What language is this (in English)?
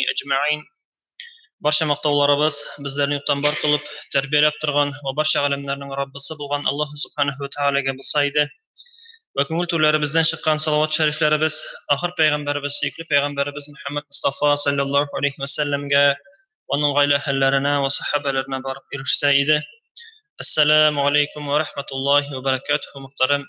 Tatar